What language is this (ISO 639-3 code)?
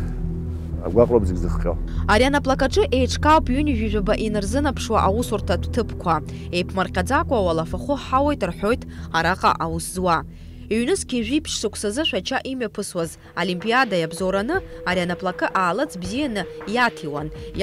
abk